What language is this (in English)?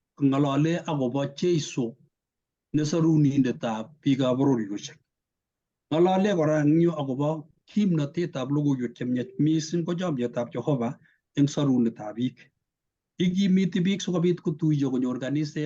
Kalenjin